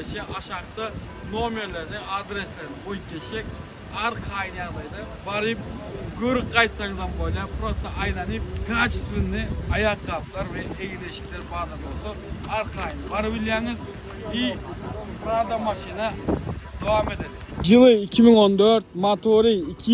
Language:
Turkmen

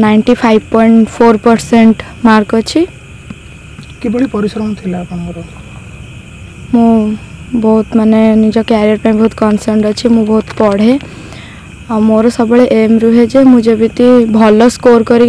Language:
Odia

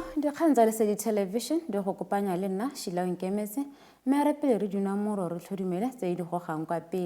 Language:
Tswana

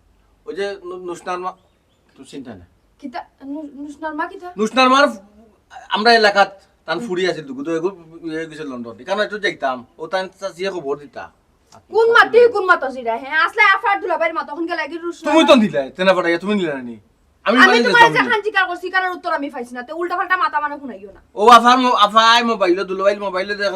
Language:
Sylheti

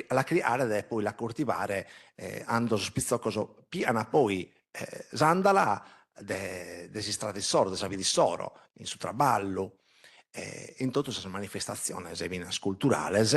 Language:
Sardinian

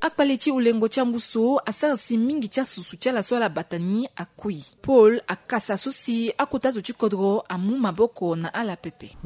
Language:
Sango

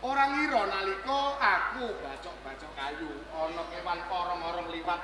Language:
Javanese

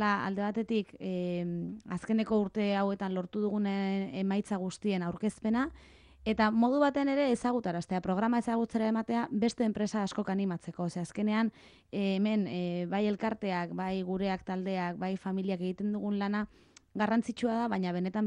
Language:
Basque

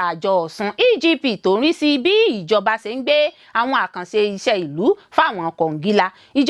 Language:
Yoruba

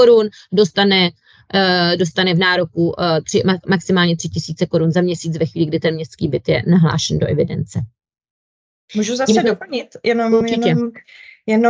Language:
Czech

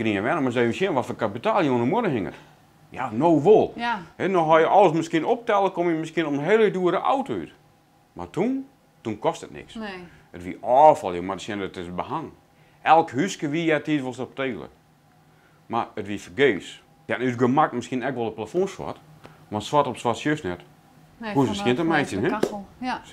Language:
Western Frisian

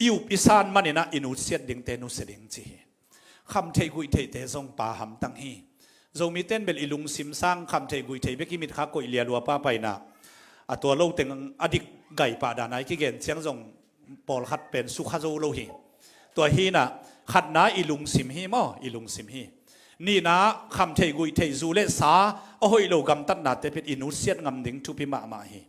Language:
Tedim Chin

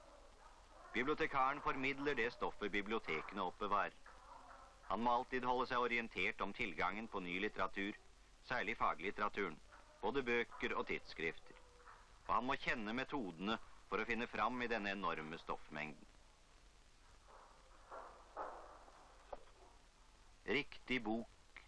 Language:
Norwegian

